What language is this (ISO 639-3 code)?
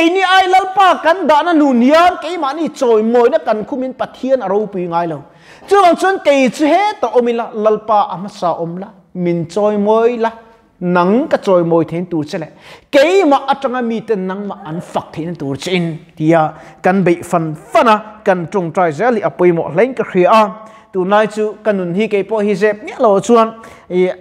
lus